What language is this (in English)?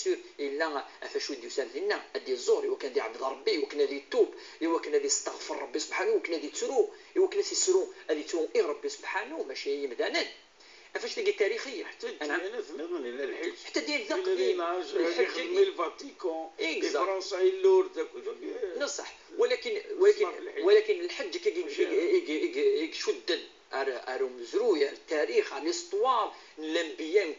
Kabyle